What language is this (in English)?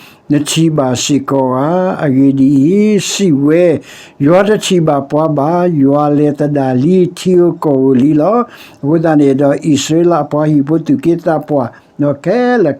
S'gaw Karen